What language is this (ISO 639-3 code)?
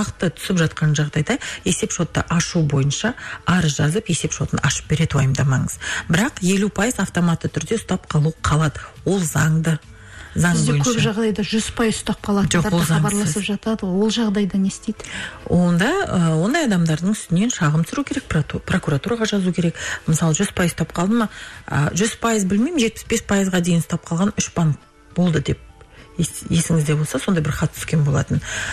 kaz